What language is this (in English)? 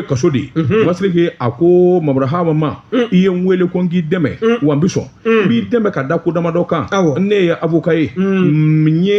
Bambara